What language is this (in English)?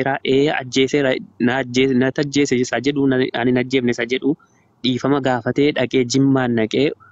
Oromo